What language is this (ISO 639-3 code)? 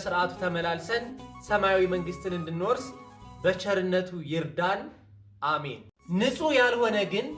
amh